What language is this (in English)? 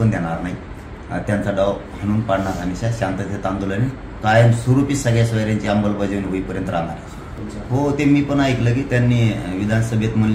Marathi